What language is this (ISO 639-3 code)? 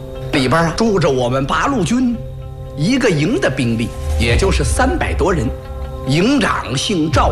zho